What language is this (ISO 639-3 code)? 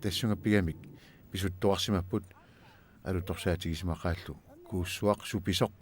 kal